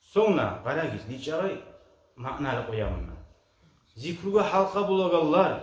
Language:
Kumyk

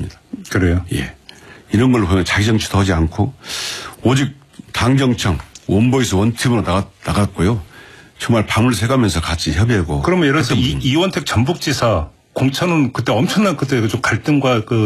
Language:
Korean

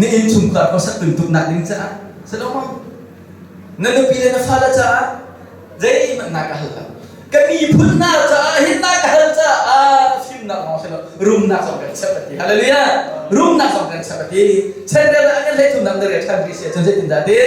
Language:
Hakha Chin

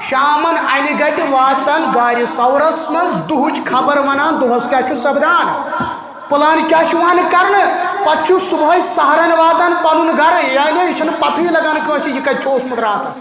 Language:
Kashmiri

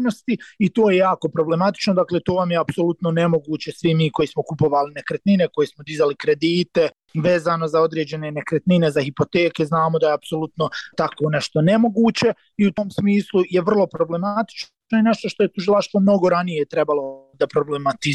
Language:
Bosnian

